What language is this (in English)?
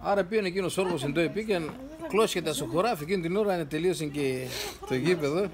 Pontic